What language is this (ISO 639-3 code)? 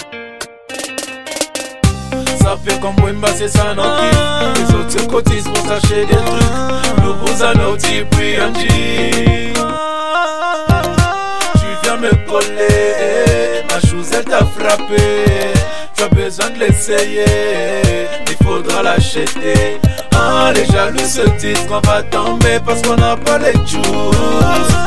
fra